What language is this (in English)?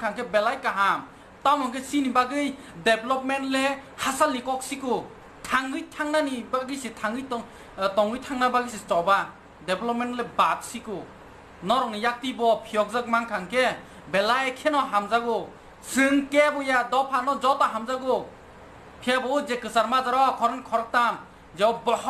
Kok Borok